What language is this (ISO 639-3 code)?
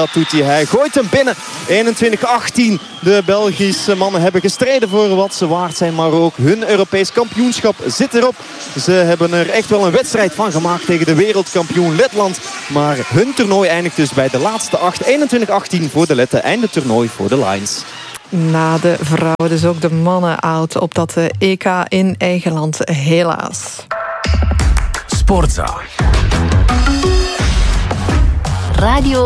nld